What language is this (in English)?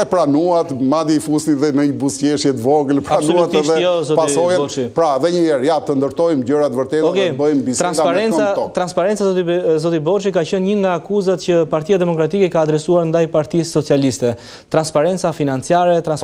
Albanian